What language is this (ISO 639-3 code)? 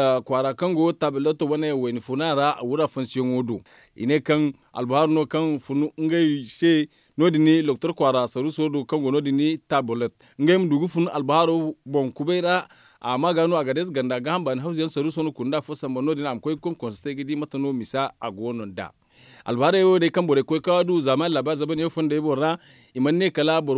dje